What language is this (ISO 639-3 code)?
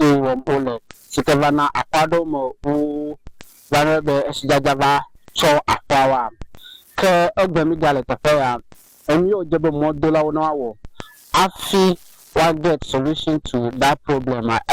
ewe